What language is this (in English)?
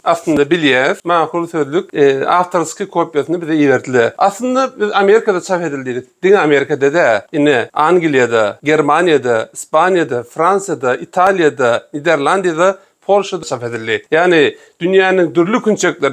Turkmen